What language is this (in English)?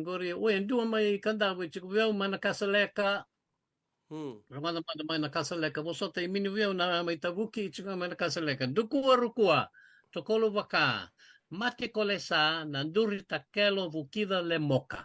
Fijian